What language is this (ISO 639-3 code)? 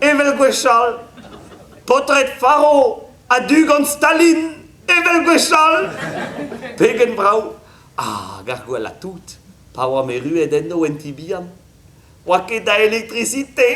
bre